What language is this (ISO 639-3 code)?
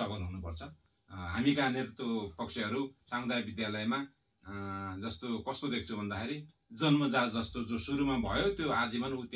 nep